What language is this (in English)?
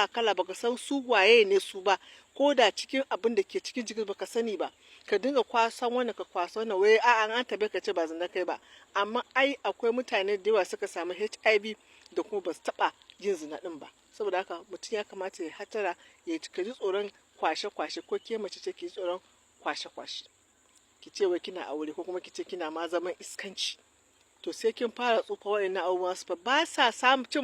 Hausa